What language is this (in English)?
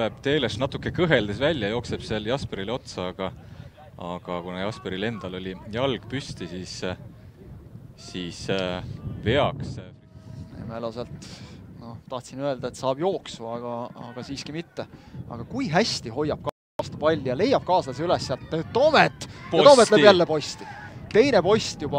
Estonian